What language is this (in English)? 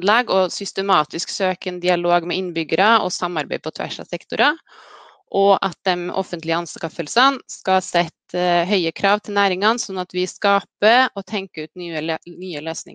Norwegian